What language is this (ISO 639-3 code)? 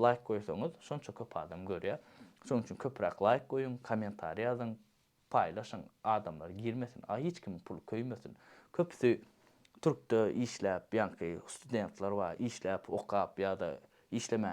tuk